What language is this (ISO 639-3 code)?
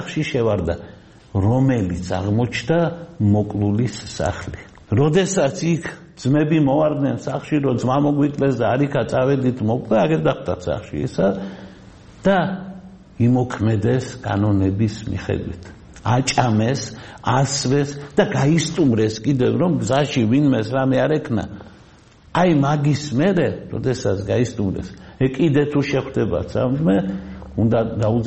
kat